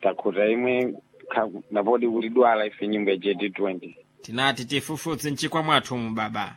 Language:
Sena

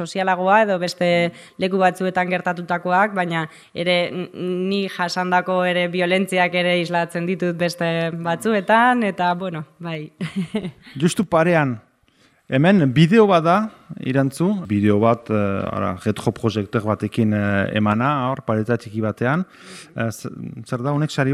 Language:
Basque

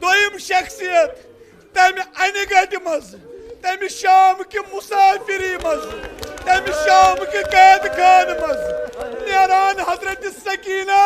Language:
Kashmiri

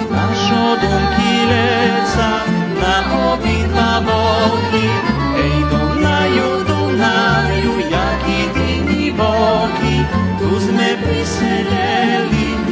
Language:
Rusyn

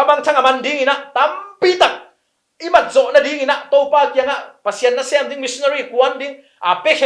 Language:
Tedim Chin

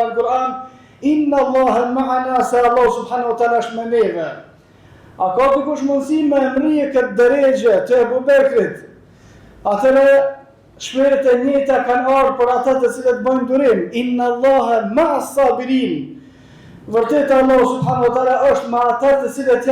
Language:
Albanian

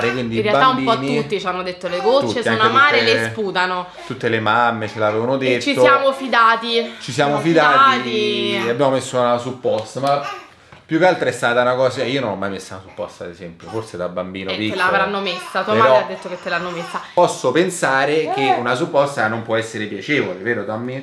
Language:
Italian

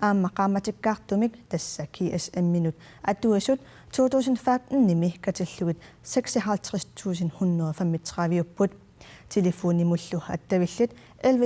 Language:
Kalaallisut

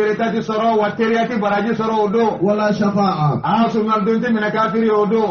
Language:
Bambara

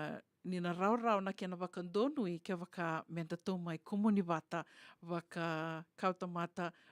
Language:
Fijian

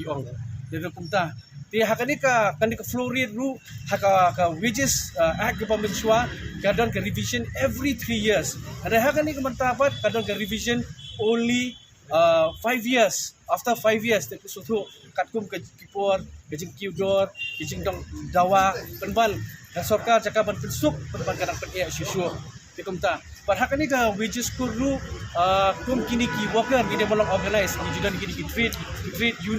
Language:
Khasi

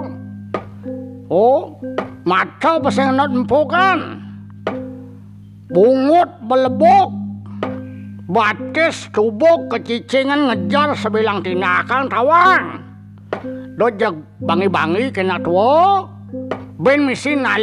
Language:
Balinese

